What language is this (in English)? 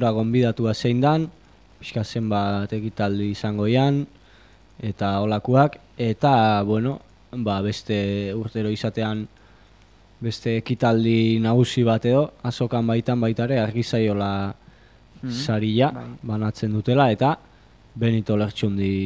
Basque